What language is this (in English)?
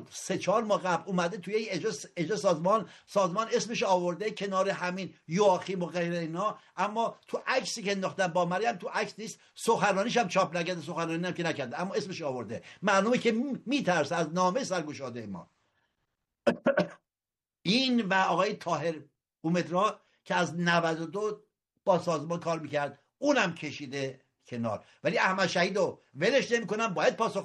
Persian